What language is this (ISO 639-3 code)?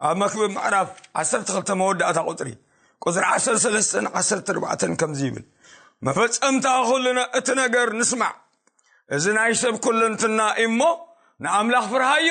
tir